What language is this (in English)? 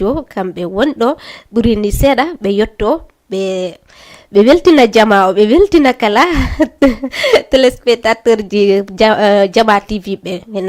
Fula